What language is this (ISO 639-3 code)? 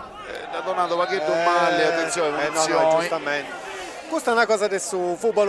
srd